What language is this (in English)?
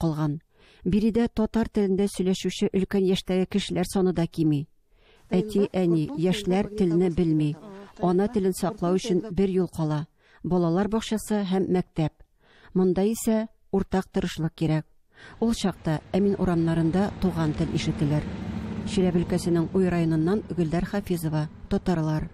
Tatar